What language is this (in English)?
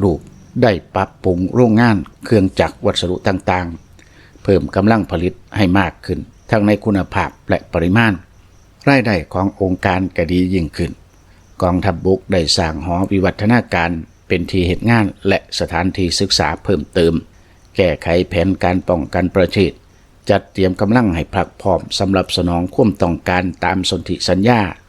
Lao